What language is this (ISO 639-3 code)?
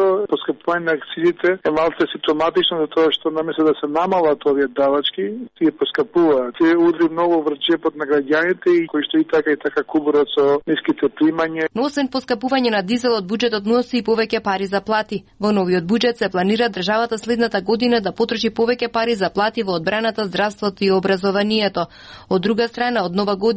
mkd